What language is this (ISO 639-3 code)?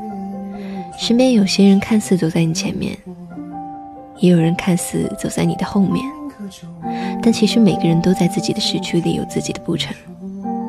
zho